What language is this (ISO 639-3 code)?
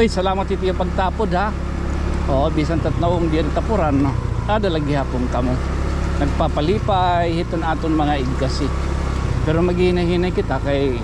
war